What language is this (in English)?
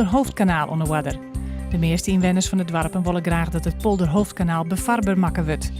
Western Frisian